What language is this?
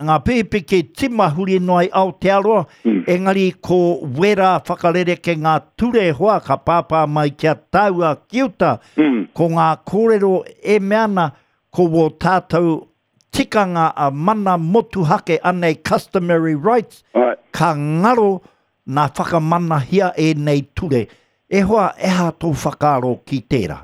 Māori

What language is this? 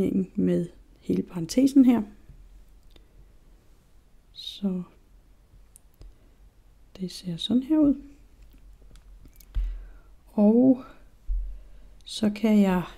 Danish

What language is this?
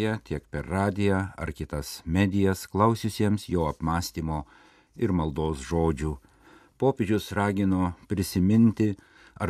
Lithuanian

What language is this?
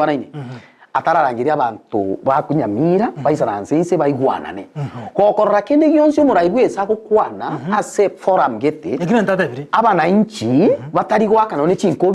Gusii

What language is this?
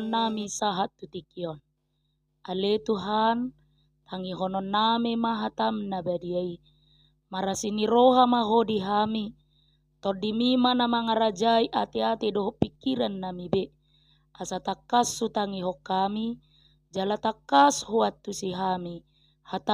Batak Toba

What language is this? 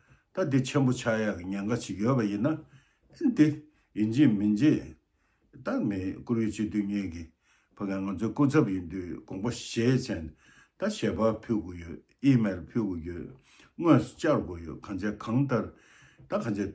Tibetan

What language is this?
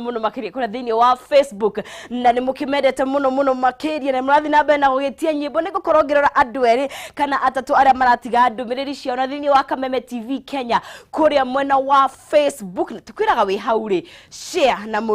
Kikuyu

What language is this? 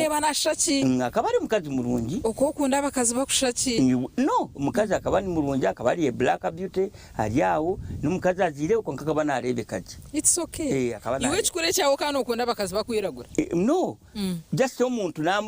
Nyankole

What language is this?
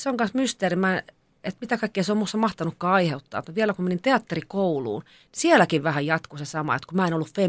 Finnish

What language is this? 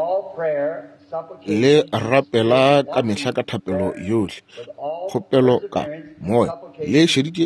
Northern Sotho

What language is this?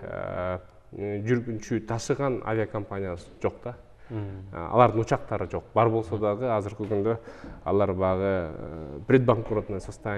Kyrgyz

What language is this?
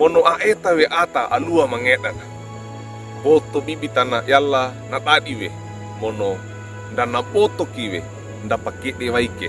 Wejewa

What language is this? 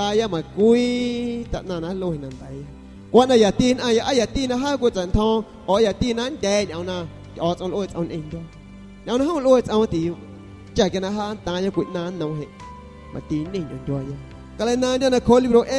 San Pedro Amuzgos Amuzgo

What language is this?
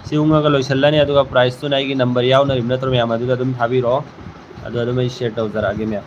Manipuri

